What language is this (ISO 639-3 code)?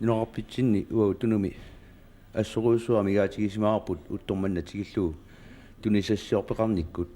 kal